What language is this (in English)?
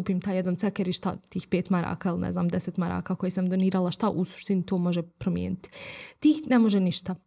Bosnian